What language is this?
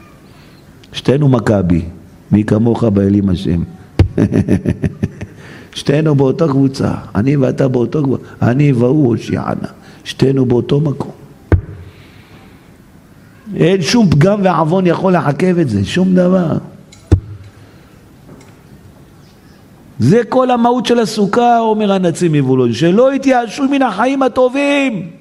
Hebrew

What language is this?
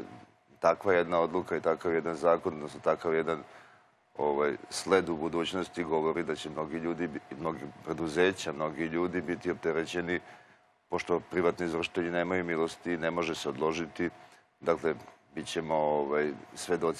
Serbian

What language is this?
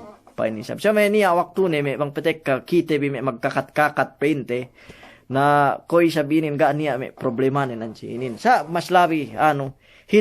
Yakan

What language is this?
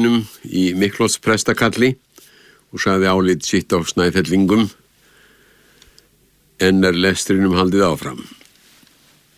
Icelandic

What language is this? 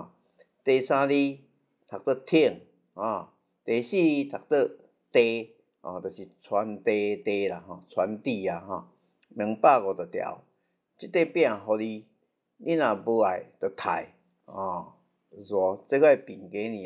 Min Nan Chinese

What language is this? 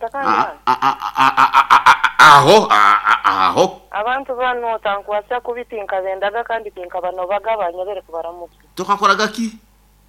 Nyoro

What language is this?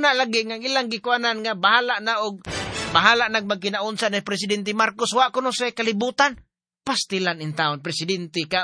Cebuano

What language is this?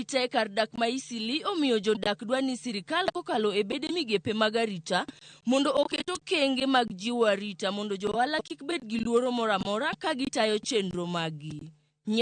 Luo (Kenya and Tanzania)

